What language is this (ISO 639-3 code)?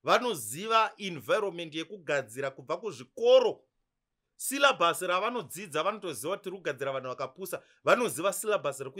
sna